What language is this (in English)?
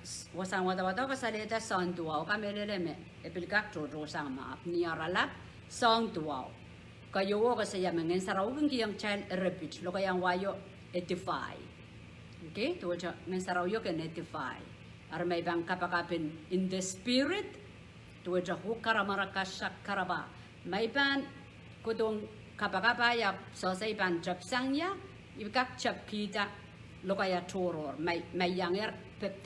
Pohnpeian